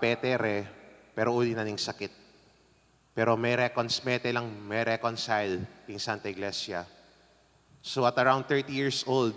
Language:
Pampanga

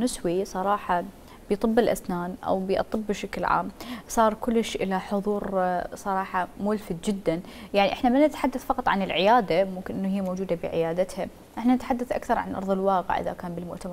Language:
Mesopotamian Arabic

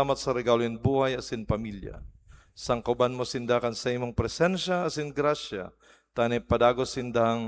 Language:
Bikol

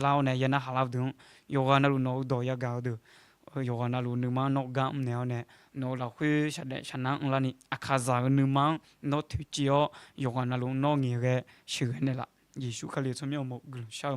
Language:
Akha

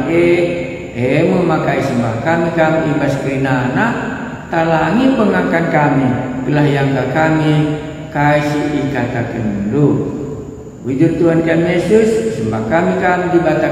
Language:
Batak Karo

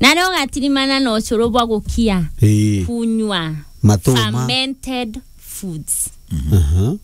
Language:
Meru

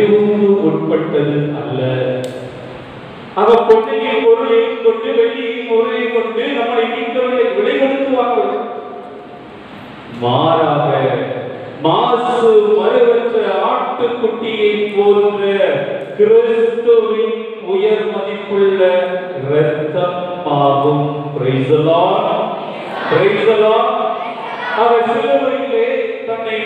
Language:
Tamil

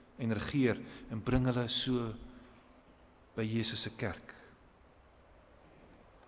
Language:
Afrikaans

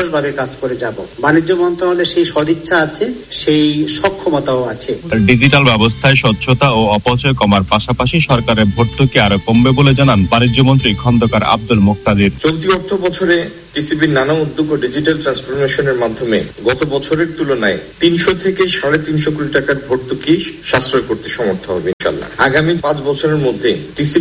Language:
Bangla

